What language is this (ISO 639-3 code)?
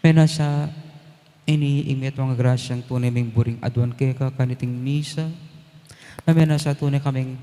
pam